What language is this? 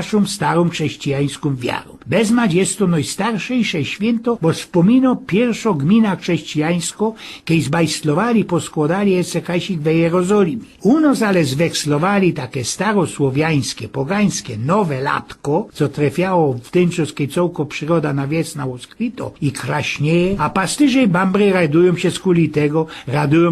Silesian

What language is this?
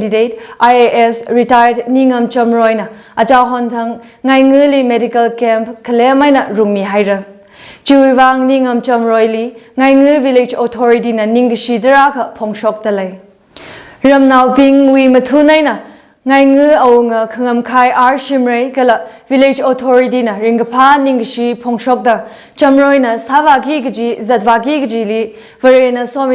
Tangkhul Naga (India)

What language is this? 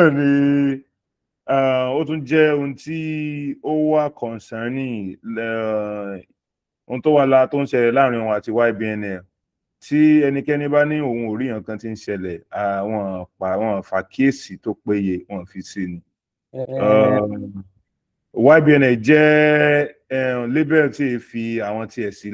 Yoruba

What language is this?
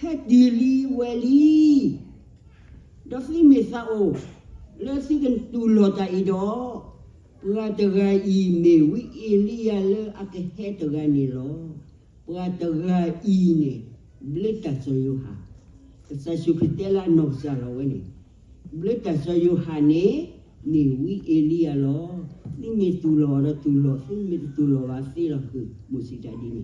S'gaw Karen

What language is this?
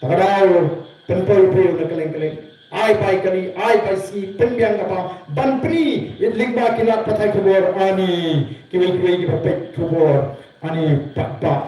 Khasi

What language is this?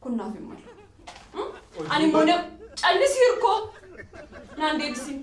Oromo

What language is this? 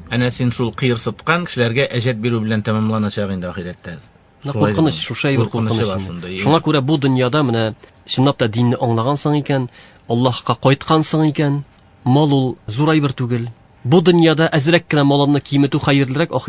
Tatar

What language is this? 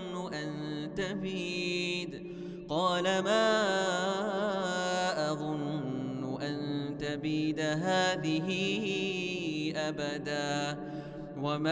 Arabic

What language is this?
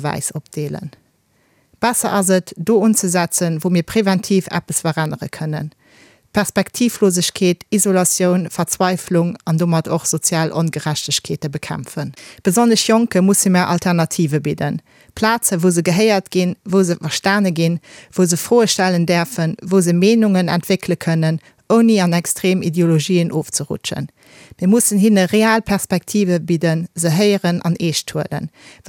Luxembourgish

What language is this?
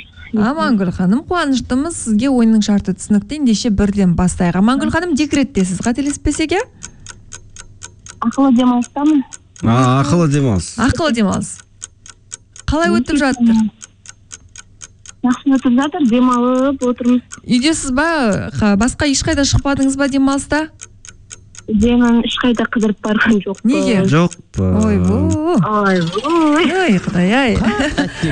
Kazakh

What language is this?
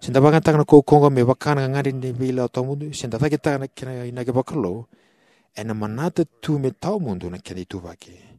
Fijian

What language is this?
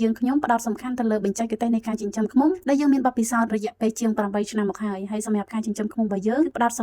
Khmer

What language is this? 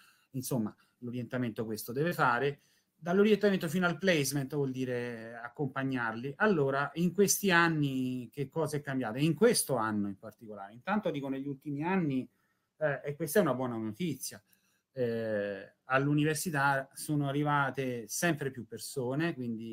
Italian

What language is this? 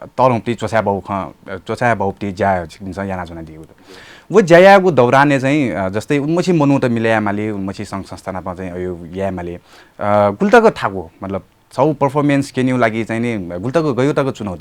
Newari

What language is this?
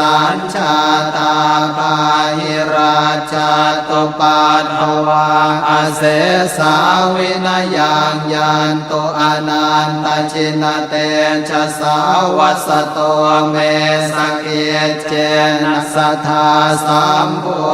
Pali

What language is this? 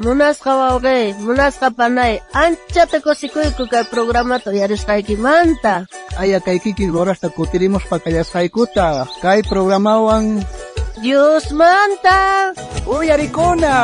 South Bolivian Quechua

